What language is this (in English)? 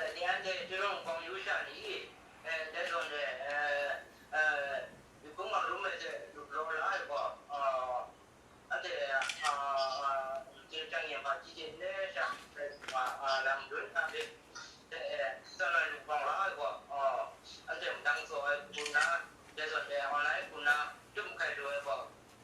Kachin